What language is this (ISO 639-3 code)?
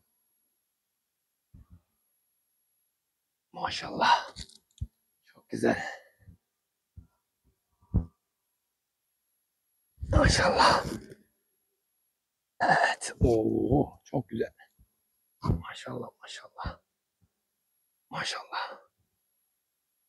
tur